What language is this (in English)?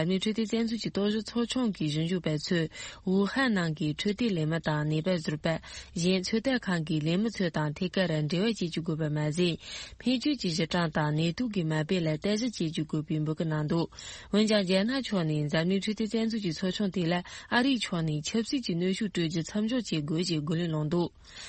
Tibetan